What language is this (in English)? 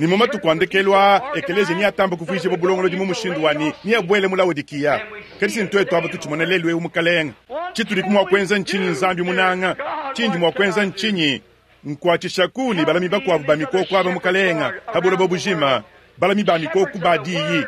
Luba-Lulua